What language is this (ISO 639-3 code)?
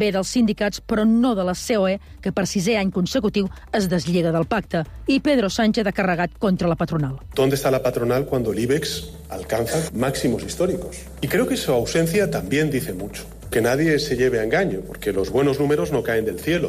cat